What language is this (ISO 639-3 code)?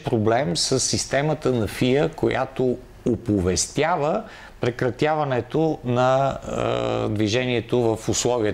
bul